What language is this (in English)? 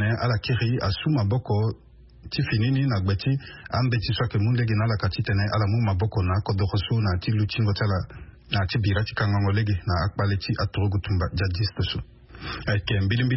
Sango